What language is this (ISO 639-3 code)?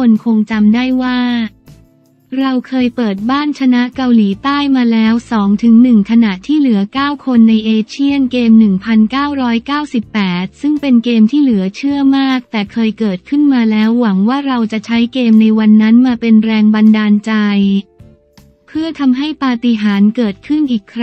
tha